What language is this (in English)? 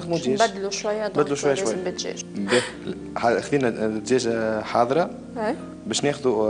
Tunisian Arabic